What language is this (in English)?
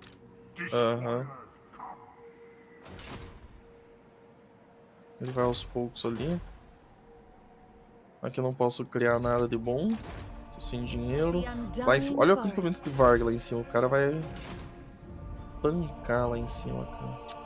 Portuguese